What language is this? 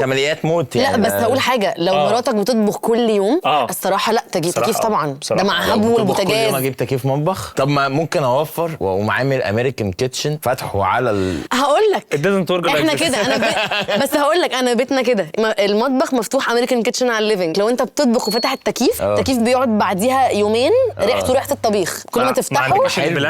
Egyptian Arabic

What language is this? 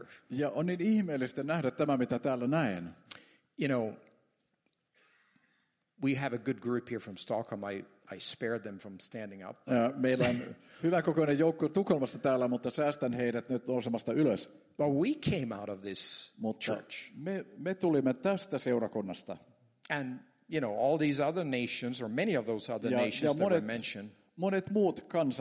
Finnish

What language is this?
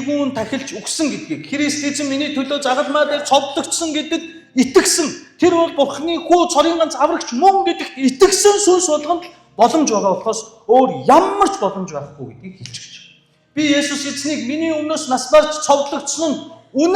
Mongolian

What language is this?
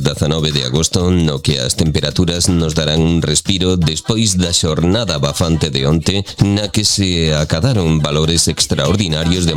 Galician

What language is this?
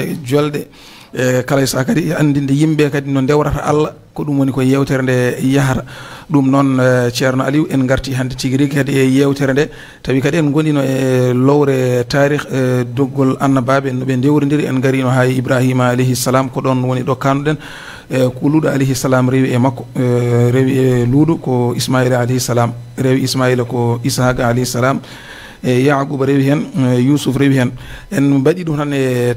Fula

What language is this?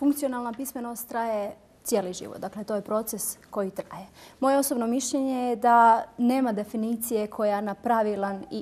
Bosnian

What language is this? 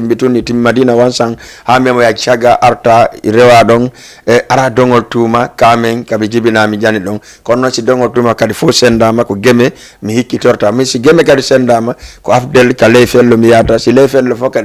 Fula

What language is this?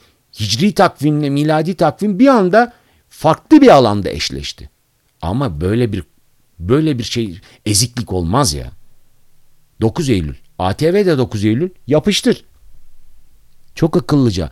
Turkish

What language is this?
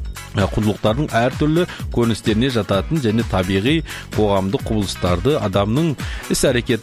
Kazakh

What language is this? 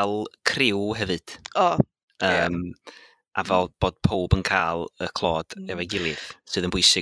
Welsh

